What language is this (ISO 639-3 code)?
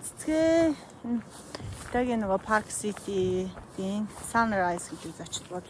mon